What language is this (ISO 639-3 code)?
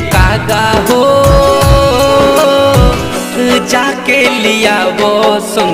bho